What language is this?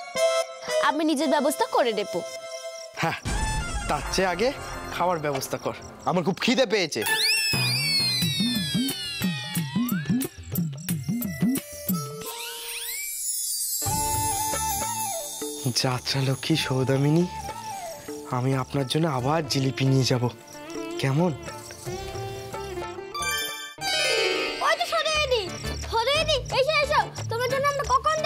Bangla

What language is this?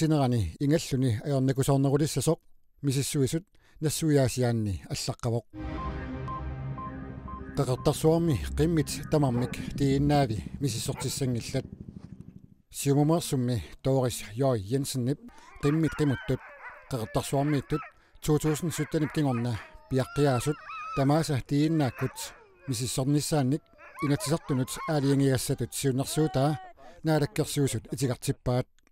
Kalaallisut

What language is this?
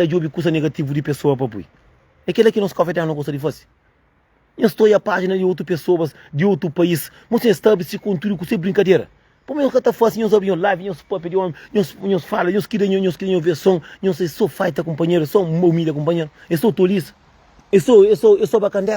Kabuverdianu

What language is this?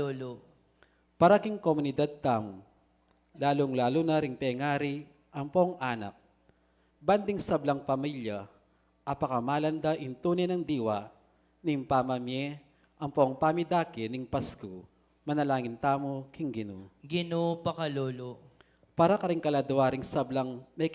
Pampanga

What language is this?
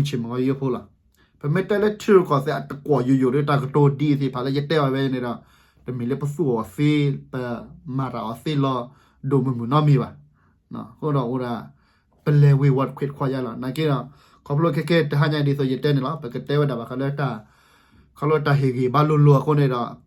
S'gaw Karen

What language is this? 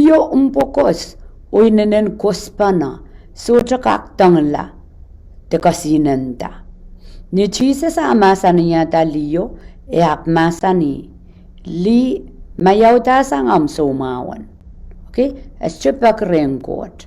Pohnpeian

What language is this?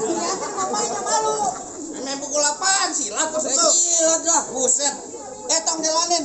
Betawi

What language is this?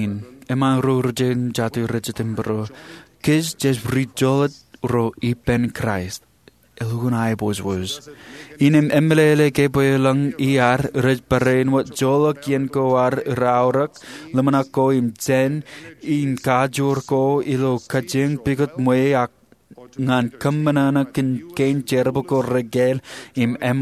Marshallese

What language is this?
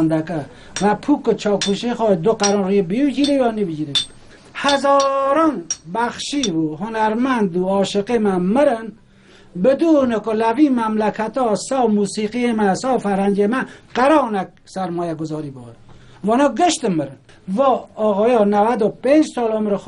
Kurdish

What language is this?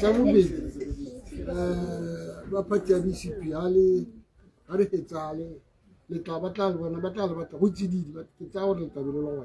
Tswana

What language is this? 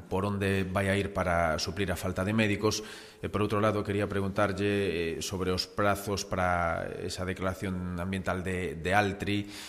Galician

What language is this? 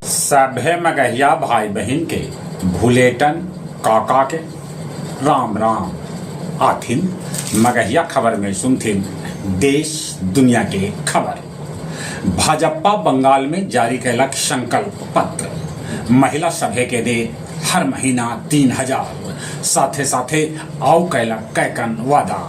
Magahi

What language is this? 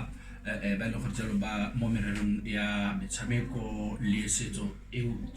Tswana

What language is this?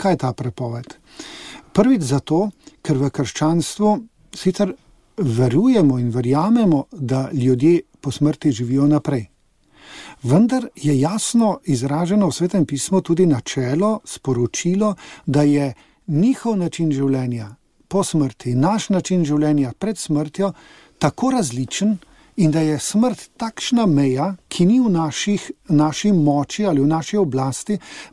Slovenian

